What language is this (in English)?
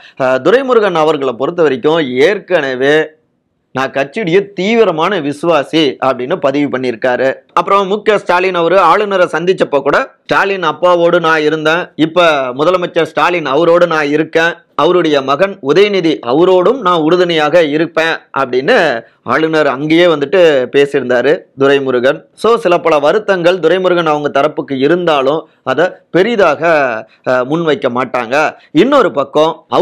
Tamil